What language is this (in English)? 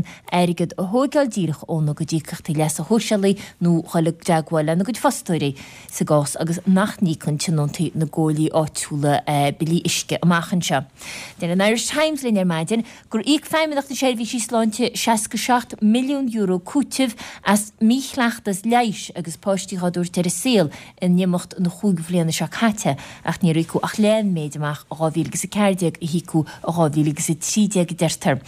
Irish